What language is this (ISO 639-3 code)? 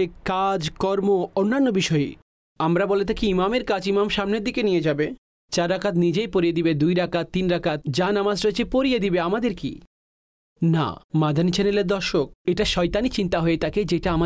ben